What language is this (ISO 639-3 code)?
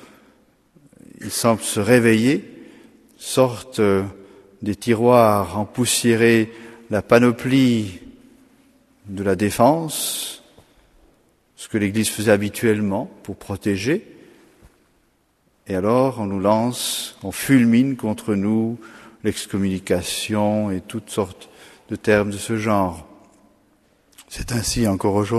fra